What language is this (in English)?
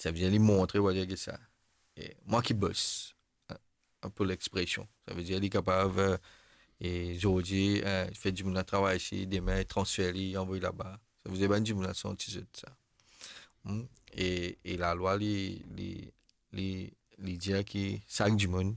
Morisyen